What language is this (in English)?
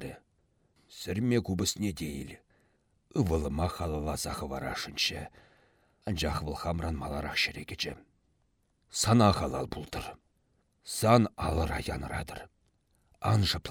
Chuvash